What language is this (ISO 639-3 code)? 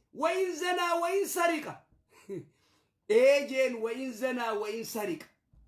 orm